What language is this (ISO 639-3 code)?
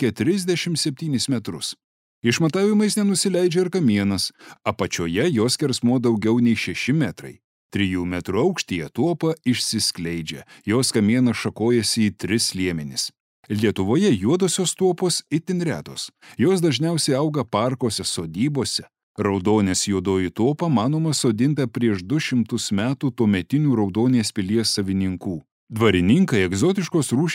lit